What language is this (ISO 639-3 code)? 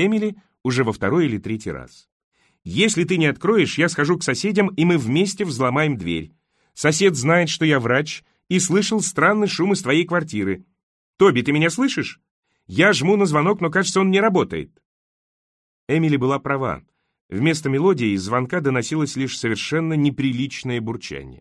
rus